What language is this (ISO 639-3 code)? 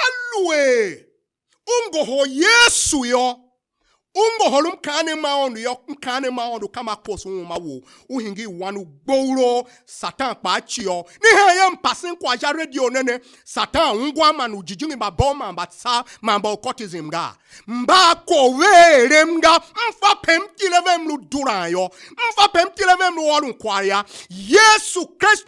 tiv